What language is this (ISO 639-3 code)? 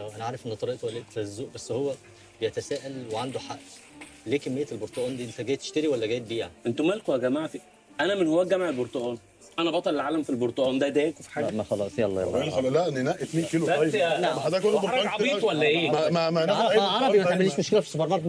arz